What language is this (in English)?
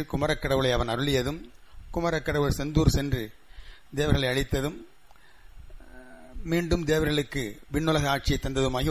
Tamil